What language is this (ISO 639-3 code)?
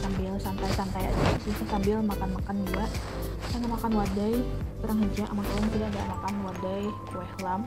bjn